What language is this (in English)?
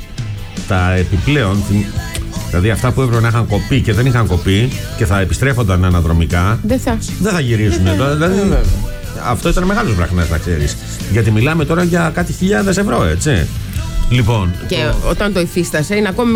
Greek